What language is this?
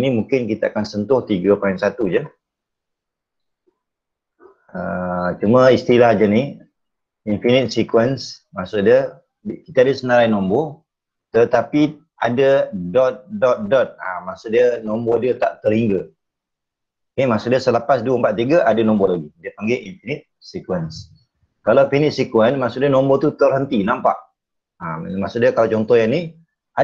Malay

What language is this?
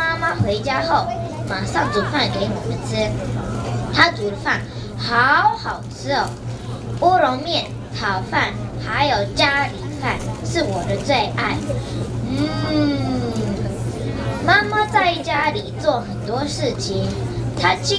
Chinese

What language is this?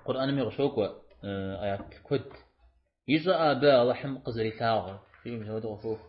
Kabardian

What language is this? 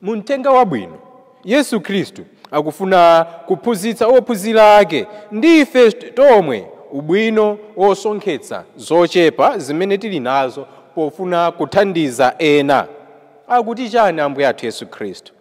Nyanja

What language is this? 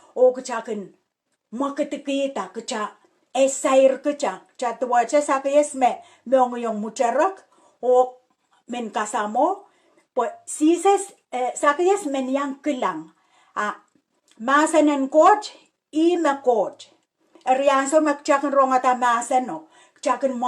Pohnpeian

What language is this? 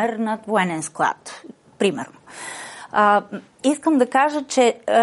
Bulgarian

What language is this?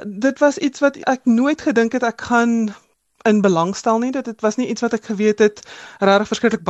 Afrikaans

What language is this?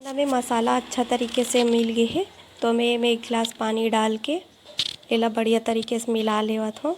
Chhattisgarhi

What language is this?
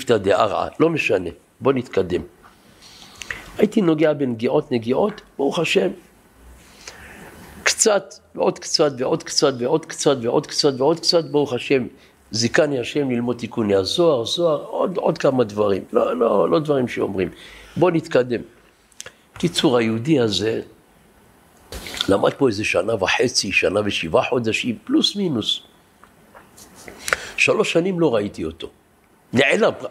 Hebrew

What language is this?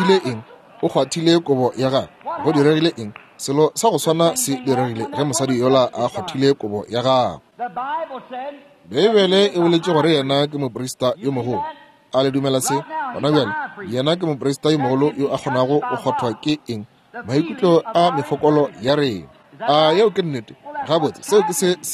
Northern Sotho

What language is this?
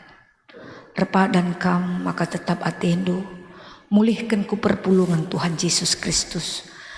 Batak Karo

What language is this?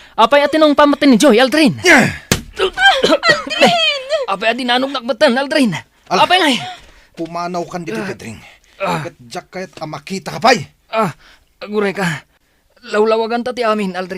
Iloko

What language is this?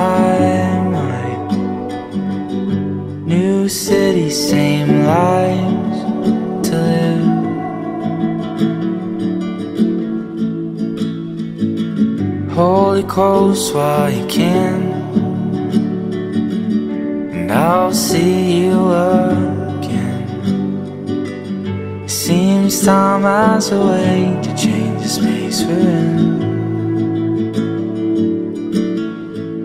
English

